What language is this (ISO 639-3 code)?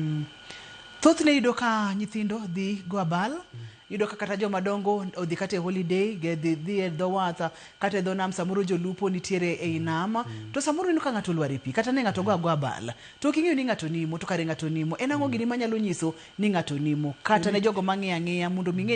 luo